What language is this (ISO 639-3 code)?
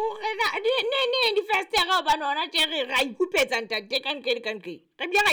sot